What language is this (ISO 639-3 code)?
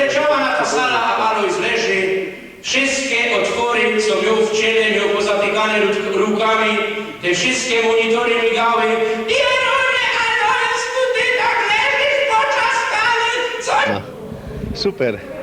szl